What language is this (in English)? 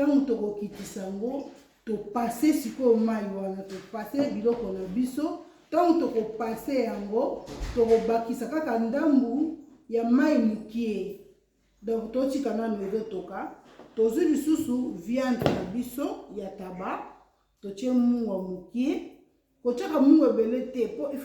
Lingala